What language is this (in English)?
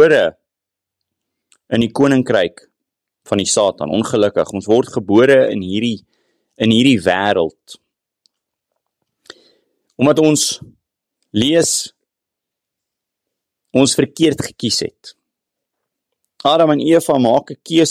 Afrikaans